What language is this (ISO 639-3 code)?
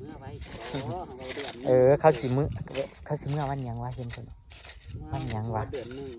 tts